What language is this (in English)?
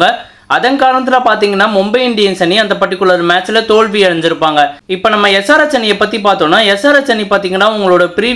Tamil